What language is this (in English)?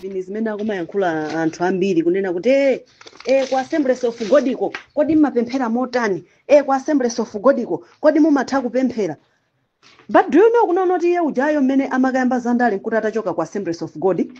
Nyanja